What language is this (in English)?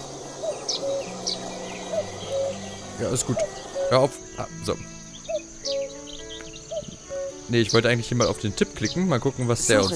German